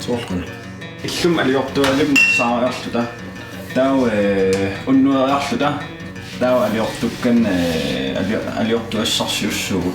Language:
Kalaallisut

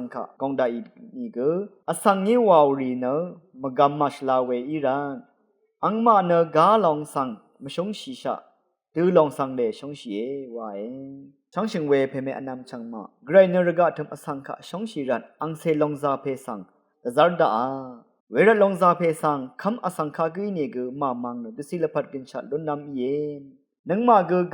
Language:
Rawang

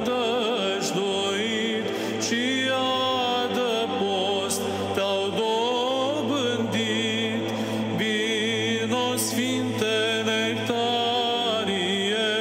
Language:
Romanian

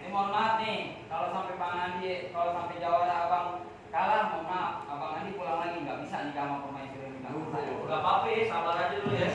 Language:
Betawi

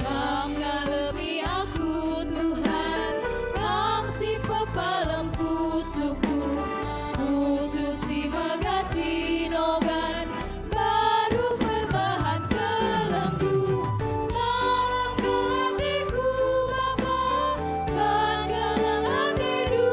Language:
Batak Karo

